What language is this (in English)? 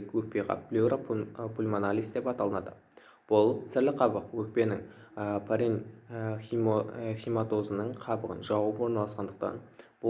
Kazakh